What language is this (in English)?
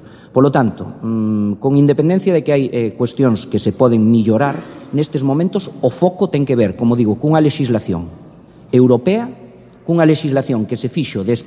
Galician